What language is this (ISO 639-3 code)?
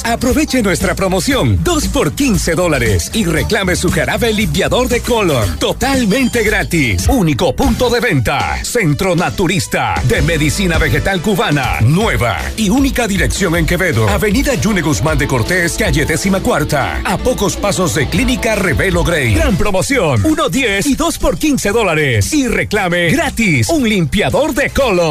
spa